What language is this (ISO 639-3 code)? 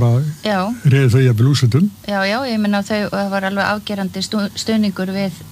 isl